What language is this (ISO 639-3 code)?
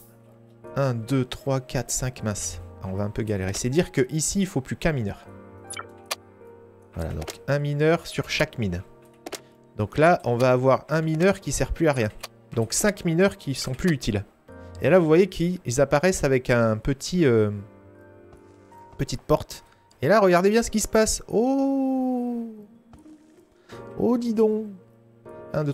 fra